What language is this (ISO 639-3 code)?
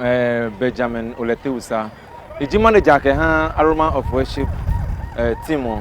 ada